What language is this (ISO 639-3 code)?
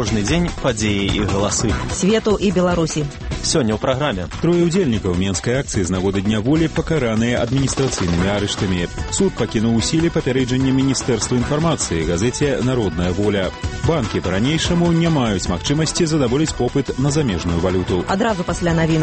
bel